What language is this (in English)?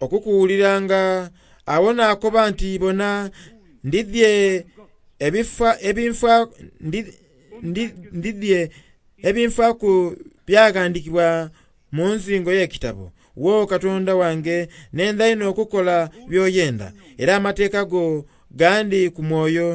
Soga